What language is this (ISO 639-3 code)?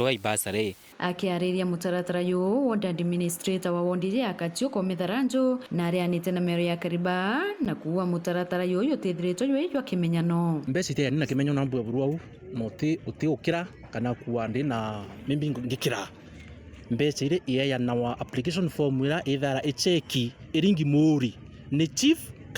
mer